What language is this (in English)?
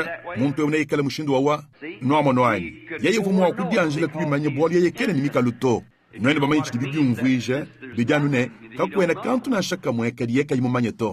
Luba-Lulua